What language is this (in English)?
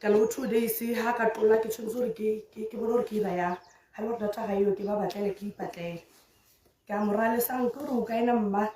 Tswana